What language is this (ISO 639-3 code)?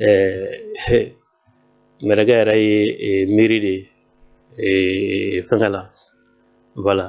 bam